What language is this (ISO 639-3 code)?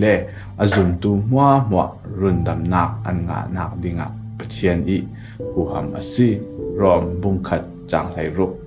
cfm